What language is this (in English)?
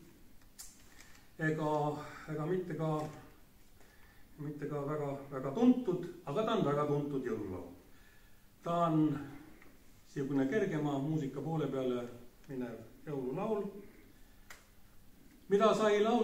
Estonian